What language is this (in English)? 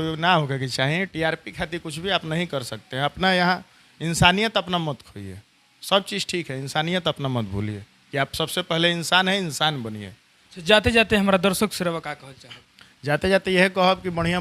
Bhojpuri